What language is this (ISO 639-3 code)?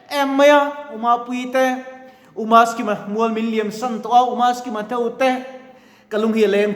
lus